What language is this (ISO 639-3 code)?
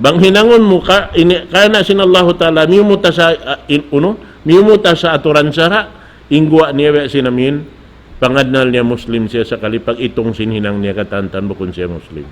tsg